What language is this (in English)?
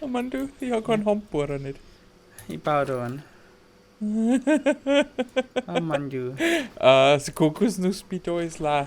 Bavarian